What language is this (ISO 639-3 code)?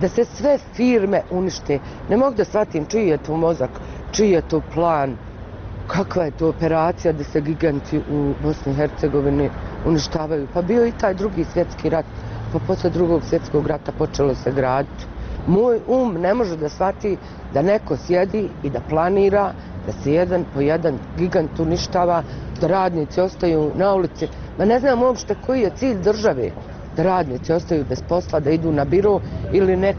bos